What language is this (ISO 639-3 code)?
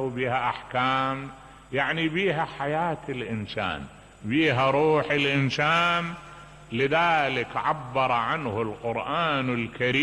acm